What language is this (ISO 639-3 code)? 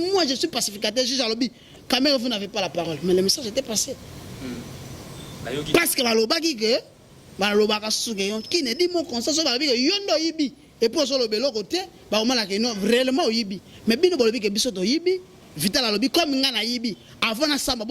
lin